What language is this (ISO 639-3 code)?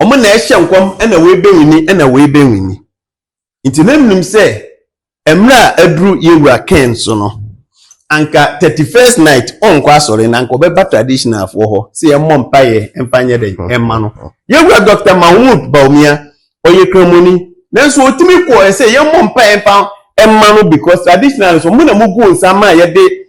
aka